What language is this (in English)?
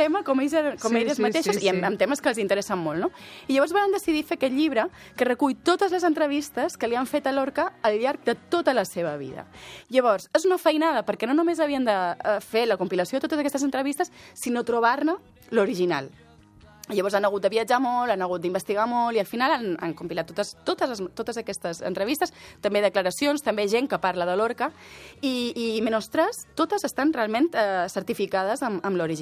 Catalan